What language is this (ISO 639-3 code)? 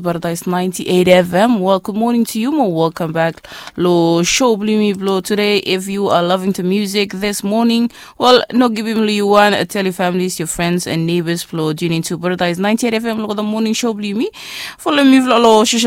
bis